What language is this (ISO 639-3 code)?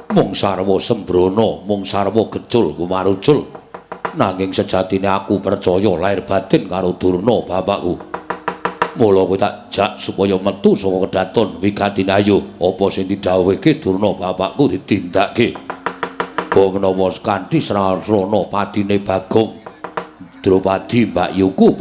jav